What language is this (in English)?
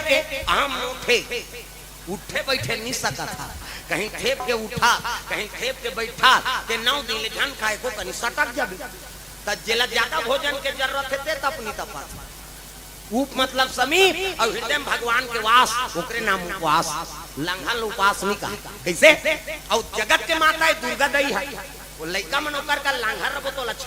Chhattisgarhi